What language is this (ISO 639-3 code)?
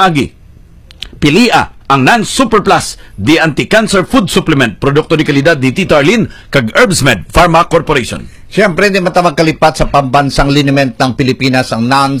hil